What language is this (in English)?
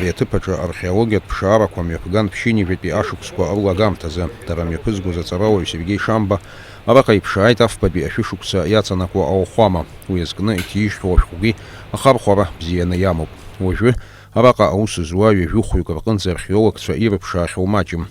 Abkhazian